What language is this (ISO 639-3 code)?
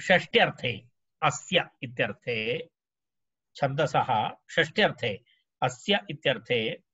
san